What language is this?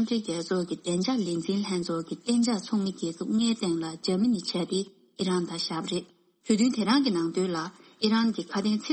Tibetan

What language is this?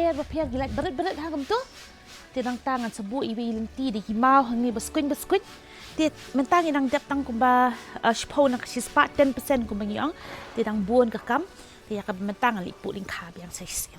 Khasi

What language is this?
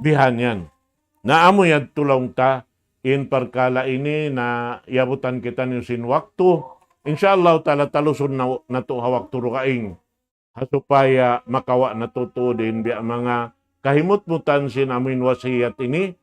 Tausug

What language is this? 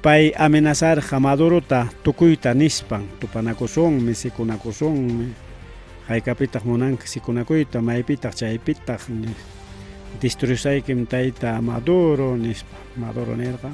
Ayacucho Quechua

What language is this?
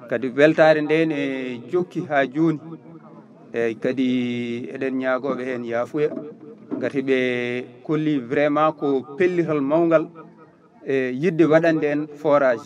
Fula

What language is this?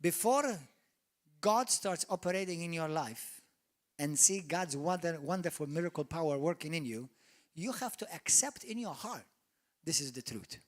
English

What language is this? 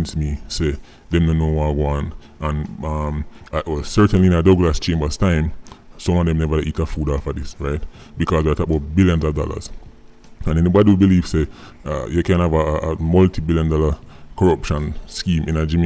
Jamaican Creole English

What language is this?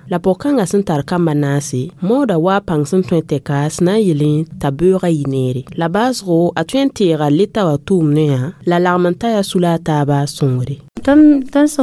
Mossi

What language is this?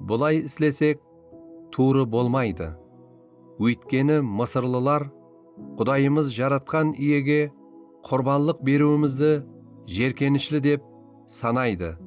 Kara-Kalpak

